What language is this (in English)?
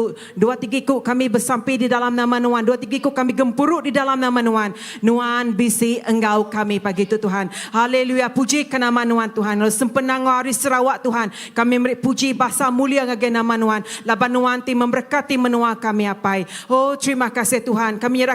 Iban